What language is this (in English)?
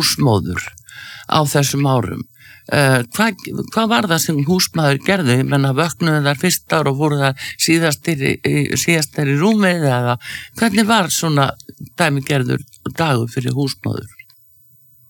Icelandic